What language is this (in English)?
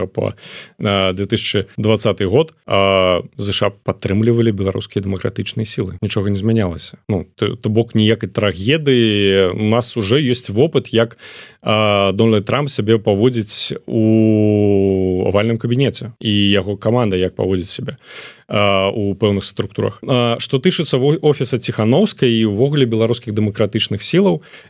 Belarusian